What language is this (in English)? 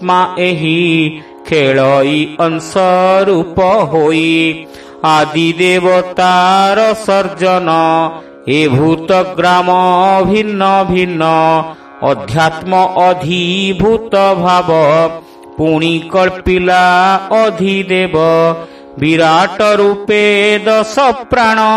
Odia